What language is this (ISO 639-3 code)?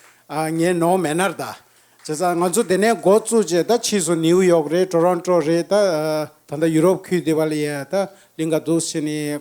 bod